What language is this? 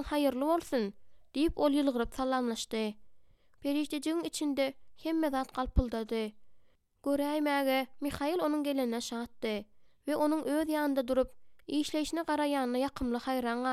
Turkmen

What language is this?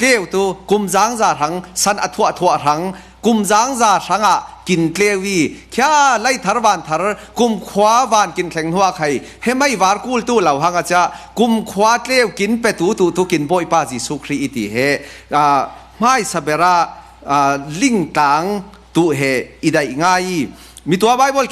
Falam Chin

